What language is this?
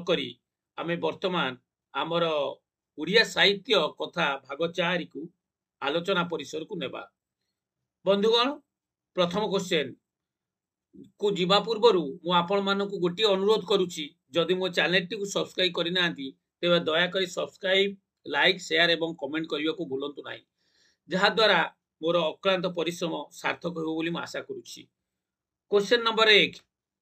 Odia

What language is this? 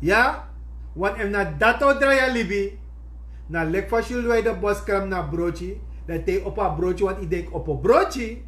Sranan Tongo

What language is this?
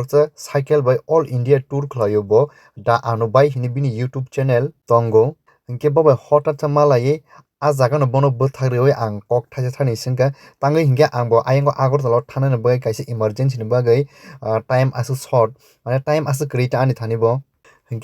Kok Borok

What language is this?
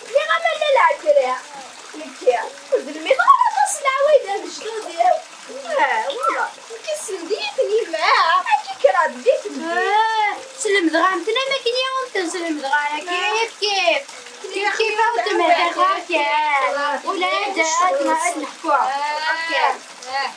Kabyle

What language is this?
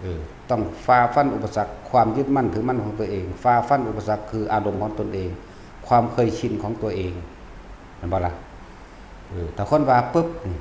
Lao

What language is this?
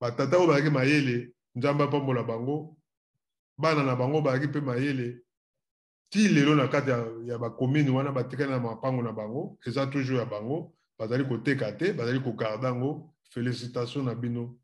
Lingala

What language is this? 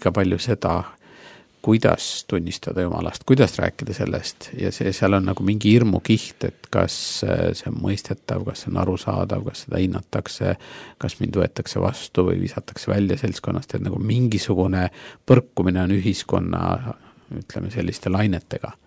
Estonian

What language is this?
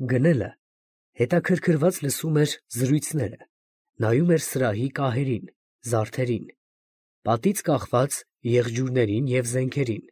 Armenian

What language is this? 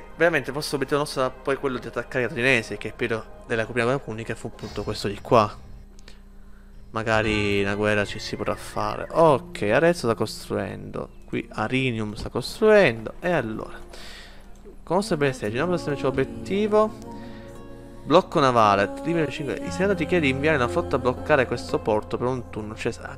Italian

